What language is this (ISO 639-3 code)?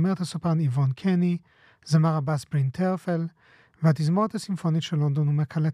heb